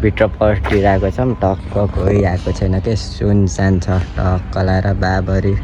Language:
Nepali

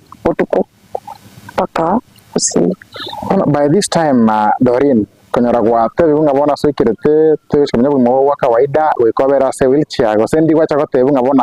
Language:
Gusii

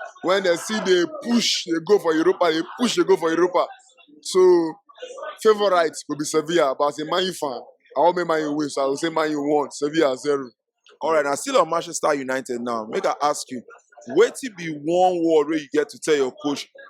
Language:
Nigerian Pidgin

